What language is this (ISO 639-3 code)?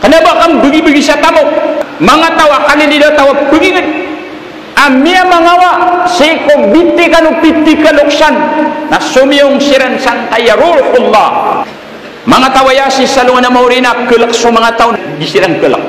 mrw